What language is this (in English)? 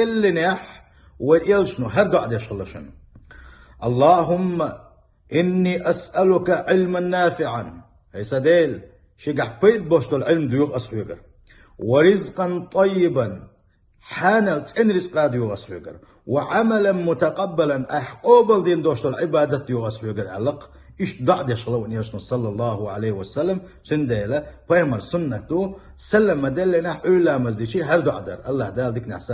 Chechen